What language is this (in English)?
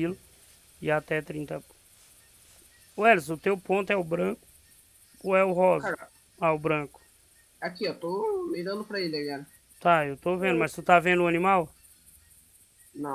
Portuguese